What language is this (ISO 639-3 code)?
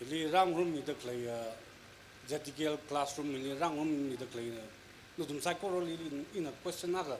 nmf